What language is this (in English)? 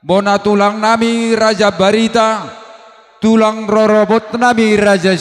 Batak Toba